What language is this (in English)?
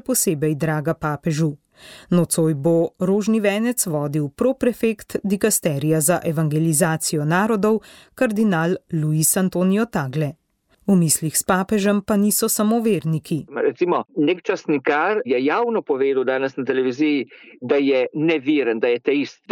Slovenian